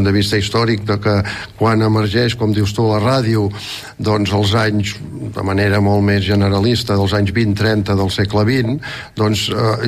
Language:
Catalan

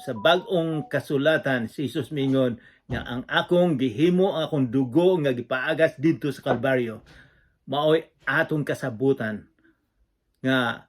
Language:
Cebuano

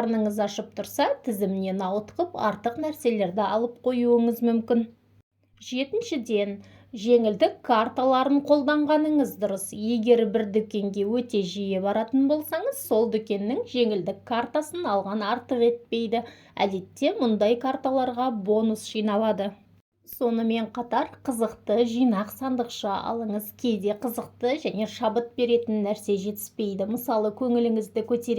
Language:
Kazakh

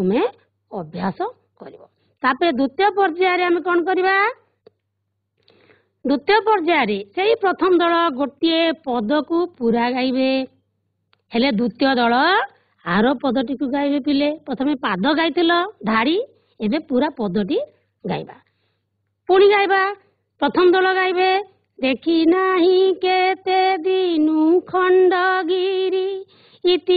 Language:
Odia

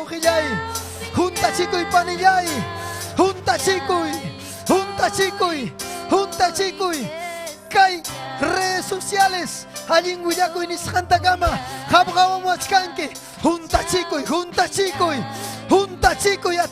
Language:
Ayacucho Quechua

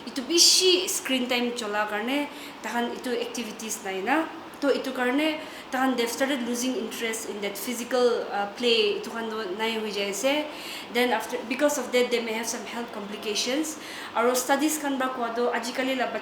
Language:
Naga Pidgin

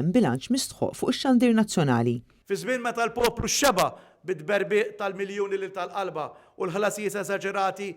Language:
Maltese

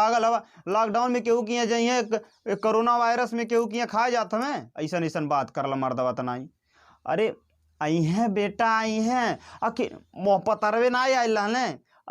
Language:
Bhojpuri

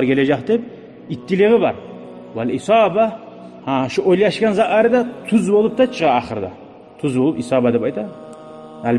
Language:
Kumyk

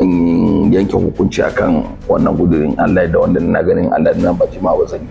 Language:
Hausa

